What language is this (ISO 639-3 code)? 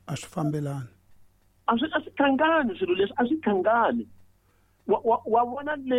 tso